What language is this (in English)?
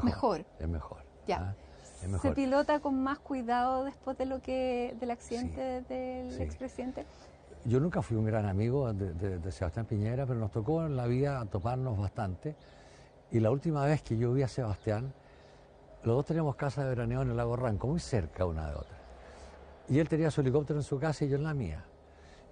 Spanish